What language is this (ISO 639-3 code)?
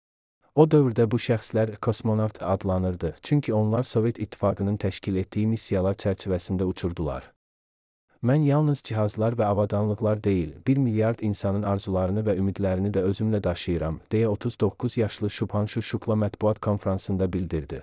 aze